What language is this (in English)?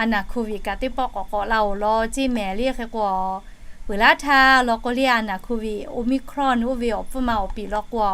Lahu